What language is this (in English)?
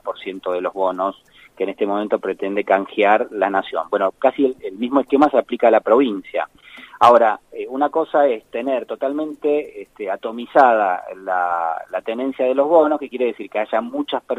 Spanish